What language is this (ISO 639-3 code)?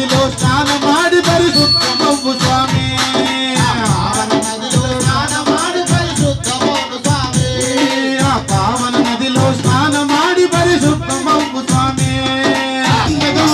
tel